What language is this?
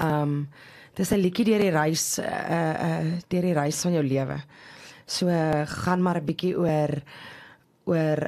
Afrikaans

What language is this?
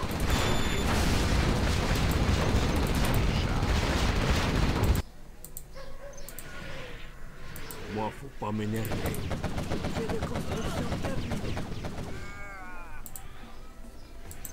French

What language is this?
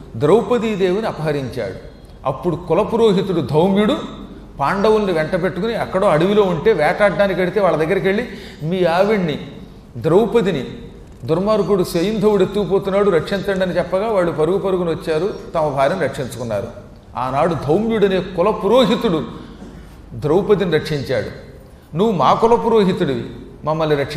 Telugu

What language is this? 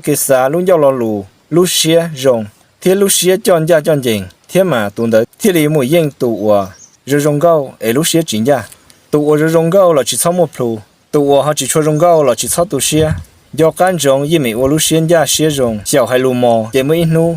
Hmong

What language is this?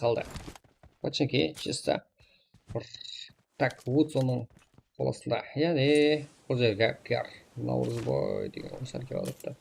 Kara-Kalpak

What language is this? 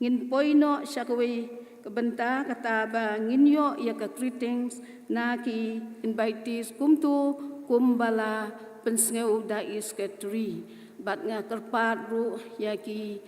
Khasi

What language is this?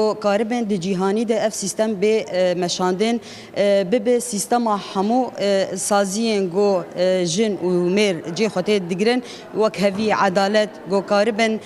Kurdish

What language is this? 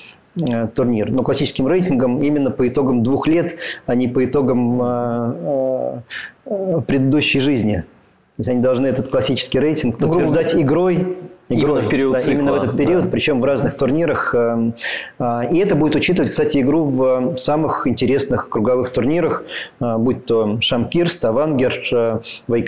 Russian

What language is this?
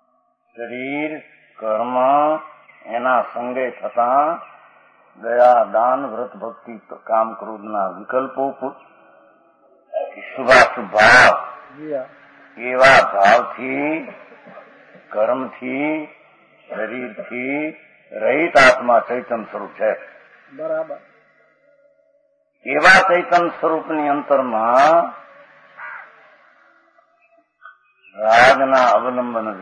Gujarati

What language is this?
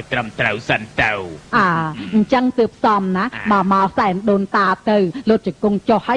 Khmer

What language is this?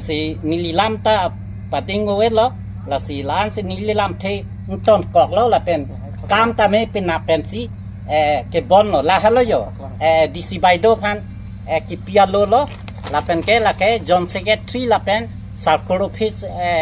Karbi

